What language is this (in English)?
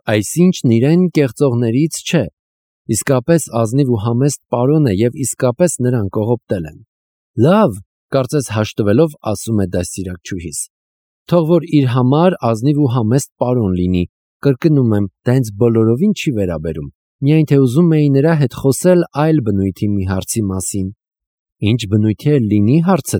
Armenian